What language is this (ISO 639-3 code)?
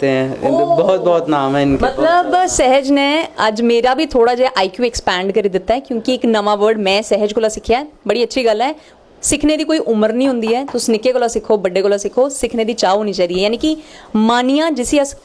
doi